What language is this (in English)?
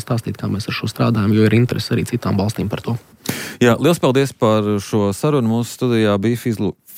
Latvian